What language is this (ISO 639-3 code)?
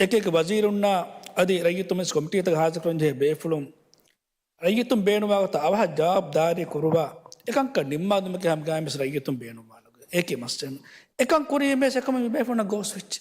div